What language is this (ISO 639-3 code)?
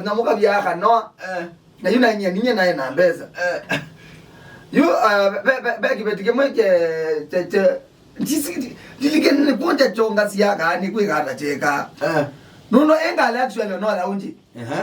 kam